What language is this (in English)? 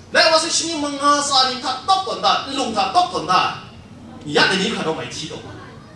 Kachin